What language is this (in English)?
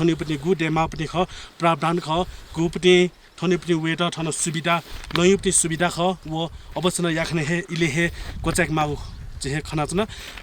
Newari